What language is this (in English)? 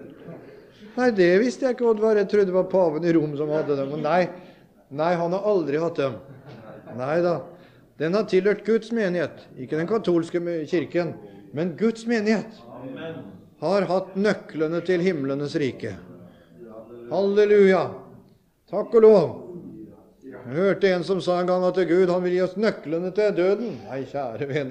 Norwegian